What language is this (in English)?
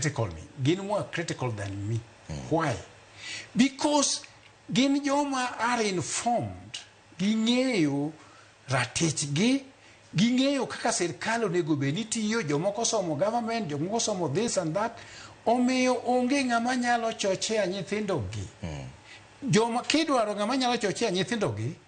Luo (Kenya and Tanzania)